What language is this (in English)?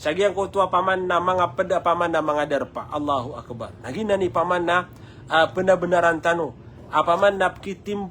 Maranao